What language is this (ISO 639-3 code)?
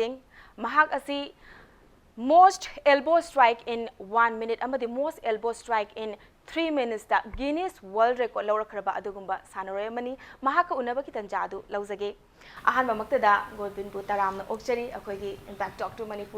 mni